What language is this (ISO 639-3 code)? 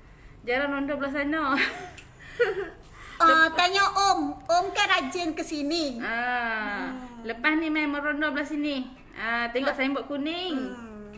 msa